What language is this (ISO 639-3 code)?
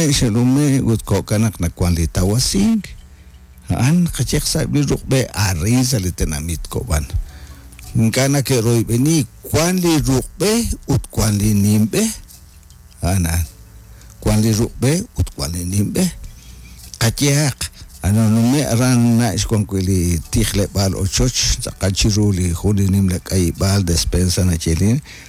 kek